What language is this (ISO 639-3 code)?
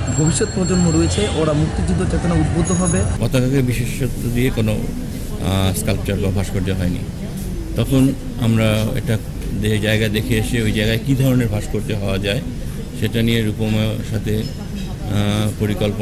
ben